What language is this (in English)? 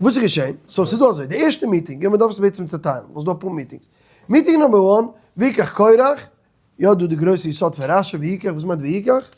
Yiddish